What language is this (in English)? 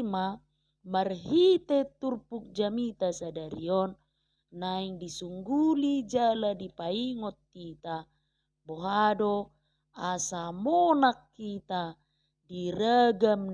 Batak Toba